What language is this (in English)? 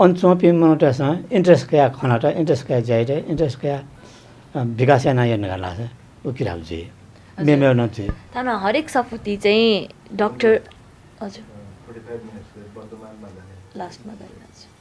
Newari